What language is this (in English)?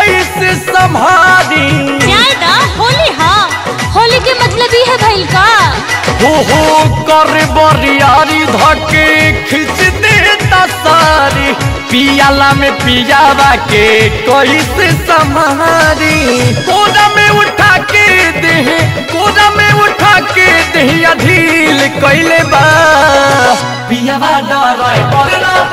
Bhojpuri